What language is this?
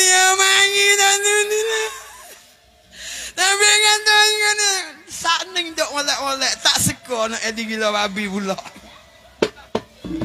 Pattani Malay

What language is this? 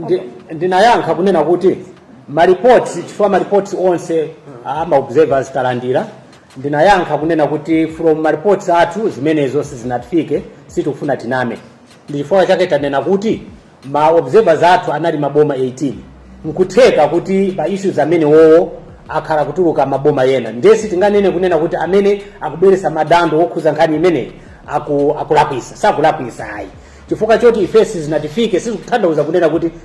Nyanja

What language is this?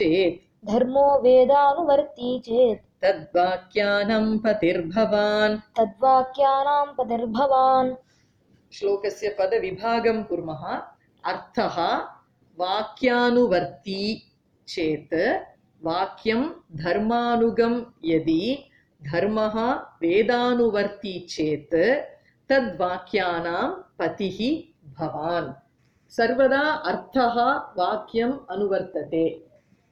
Sanskrit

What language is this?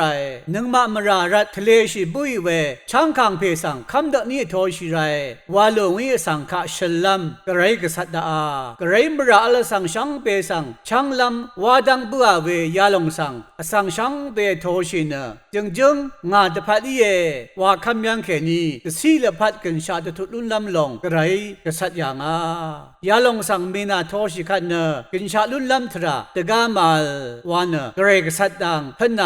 Rawang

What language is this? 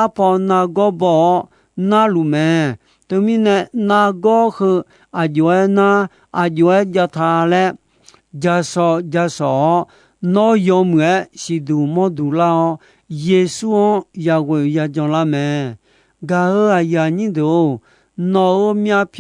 Akha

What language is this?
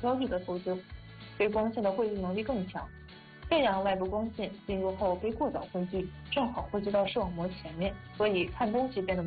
Chinese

